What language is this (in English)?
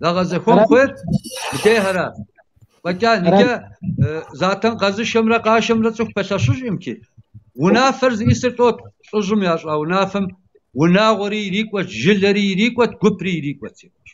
Kabardian